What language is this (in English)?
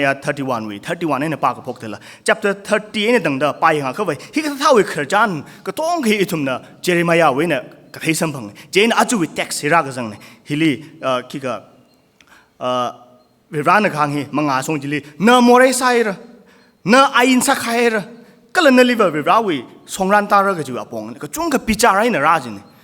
Tangkhul Naga (India)